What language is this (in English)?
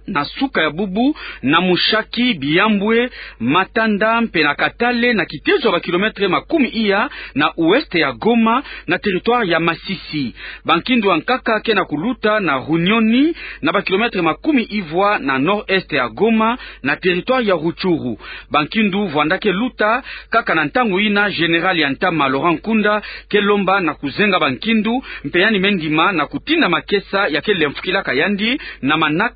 Kituba (Democratic Republic of Congo)